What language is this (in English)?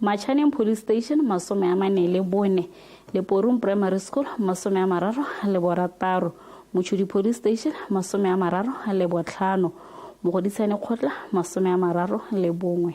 Tswana